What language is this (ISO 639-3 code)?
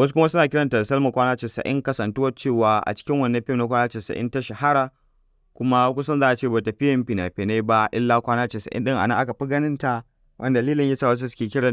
hau